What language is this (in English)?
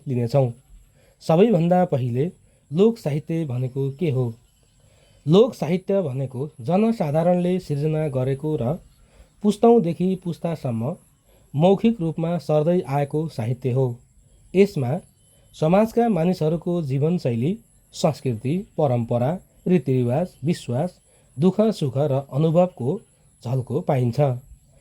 Nepali